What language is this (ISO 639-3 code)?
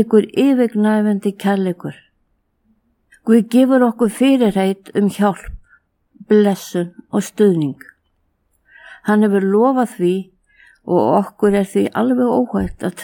isl